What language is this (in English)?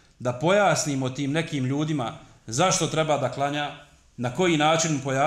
Bosnian